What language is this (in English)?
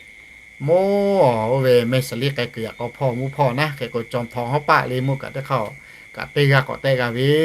Lahu